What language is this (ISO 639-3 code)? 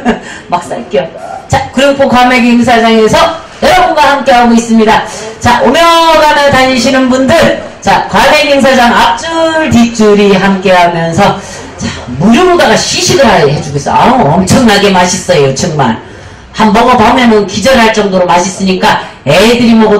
kor